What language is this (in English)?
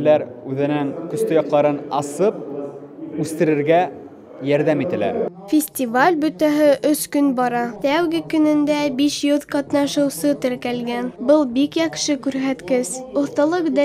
Bashkir